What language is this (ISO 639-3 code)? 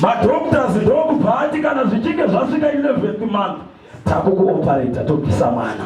sna